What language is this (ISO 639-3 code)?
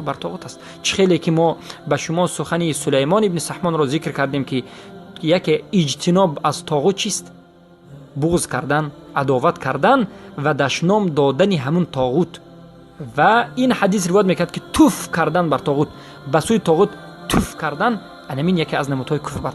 tgk